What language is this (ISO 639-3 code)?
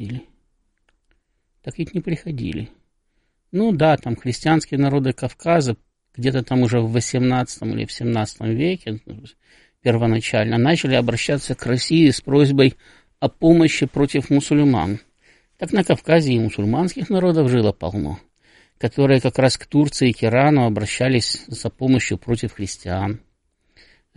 rus